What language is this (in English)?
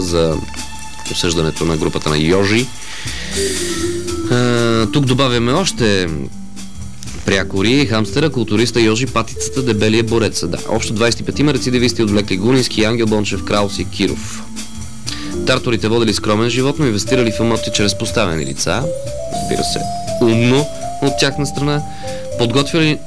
Bulgarian